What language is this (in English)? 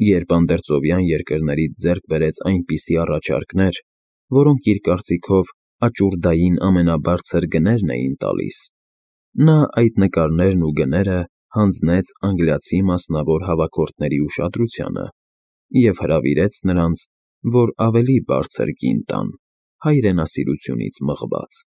Armenian